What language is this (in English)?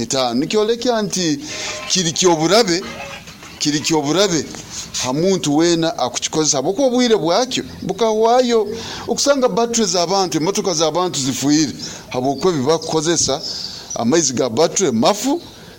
Nyoro